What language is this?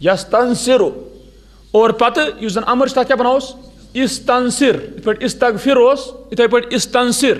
Kashmiri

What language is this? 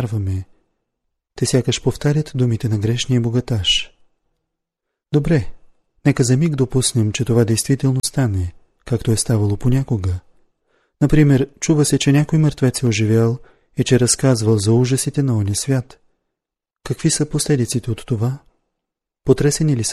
Bulgarian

